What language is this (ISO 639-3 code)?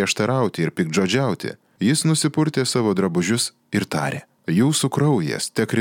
lit